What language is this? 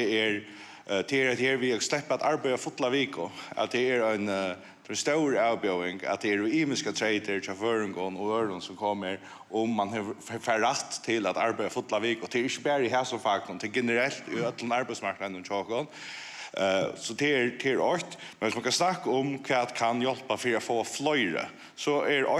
Faroese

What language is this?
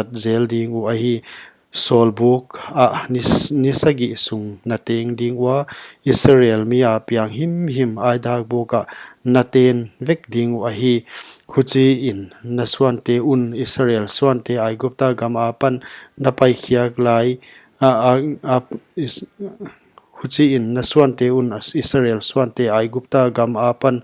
Paite Chin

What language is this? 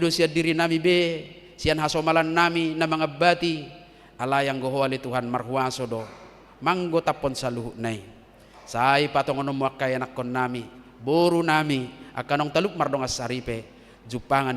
Batak Toba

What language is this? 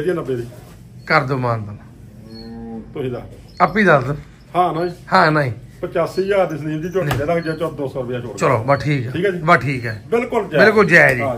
Punjabi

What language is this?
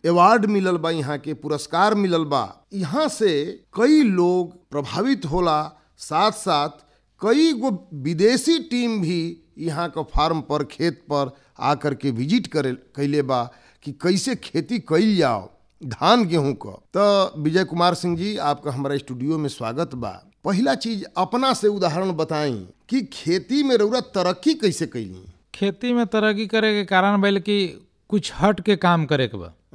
Bhojpuri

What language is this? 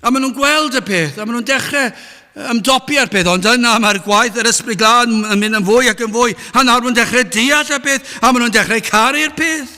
Welsh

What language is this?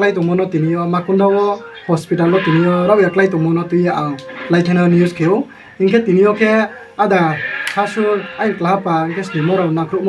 Riang (India)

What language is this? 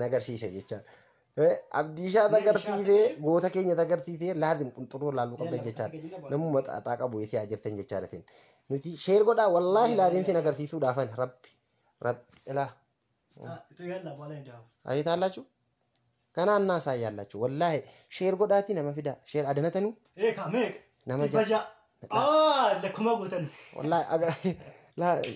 Oromo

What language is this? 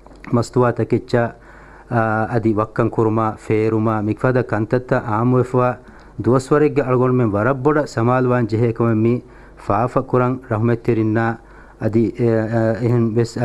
Divehi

